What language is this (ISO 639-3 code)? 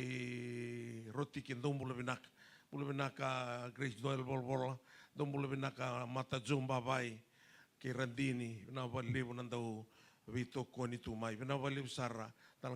fij